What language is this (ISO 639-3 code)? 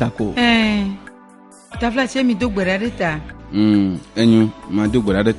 ewe